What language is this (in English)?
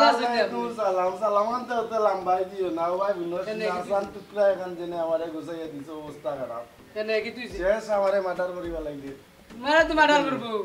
Sylheti